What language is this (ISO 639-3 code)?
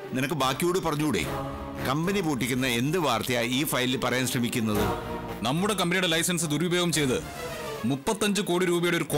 mal